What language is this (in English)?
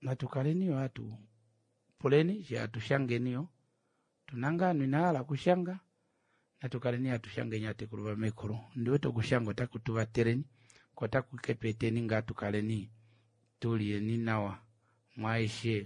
Kuanyama